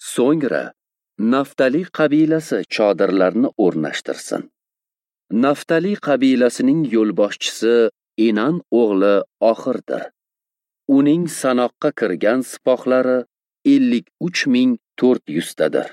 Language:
Uzbek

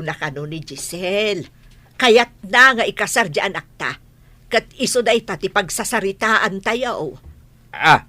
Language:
Iloko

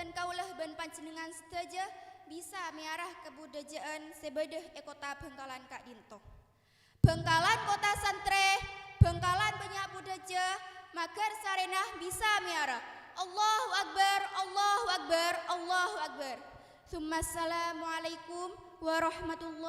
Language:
Madurese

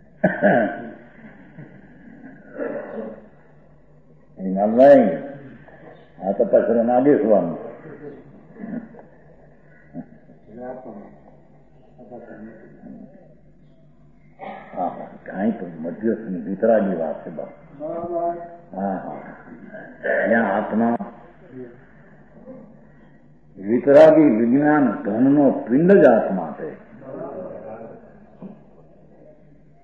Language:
Gujarati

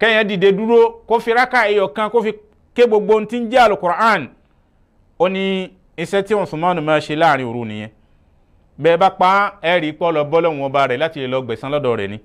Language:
Yoruba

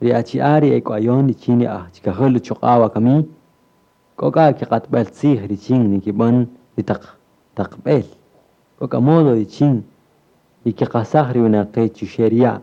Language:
Kaqchikel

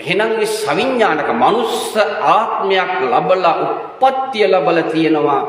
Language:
Sinhala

